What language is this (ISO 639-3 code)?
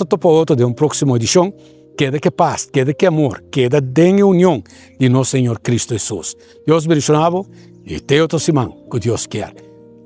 pap